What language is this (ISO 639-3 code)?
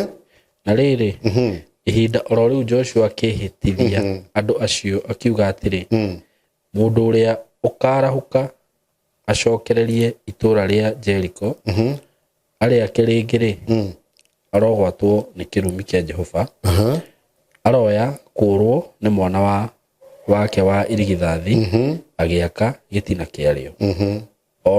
kik